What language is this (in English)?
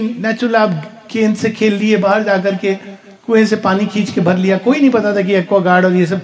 Hindi